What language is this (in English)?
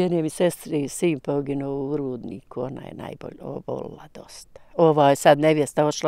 Bosnian